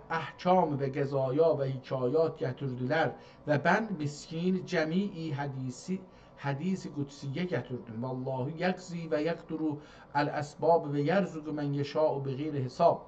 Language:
South Azerbaijani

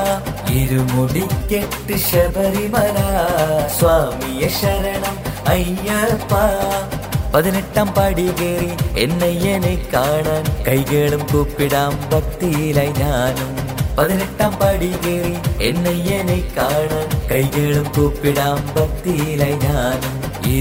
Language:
Malayalam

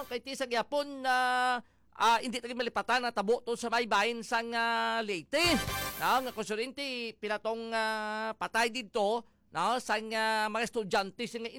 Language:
Hiligaynon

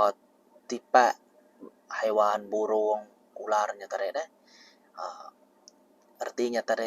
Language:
Iban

